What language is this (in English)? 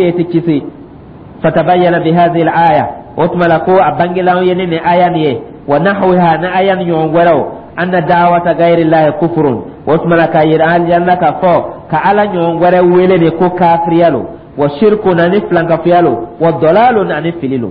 Dyula